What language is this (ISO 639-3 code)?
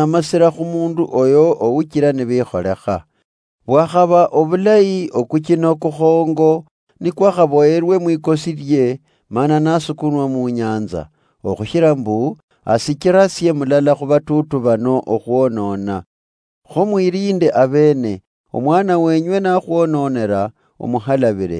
luy